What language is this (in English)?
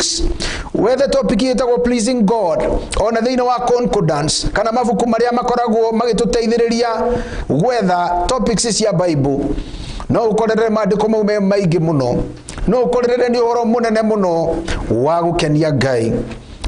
Kikuyu